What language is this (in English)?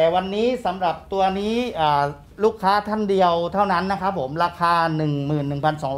Thai